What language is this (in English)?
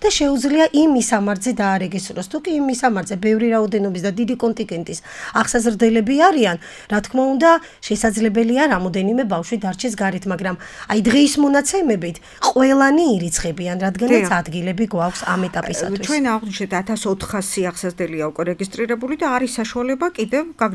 Georgian